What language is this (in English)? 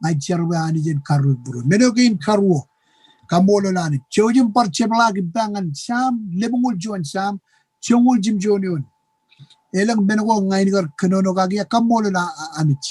Marshallese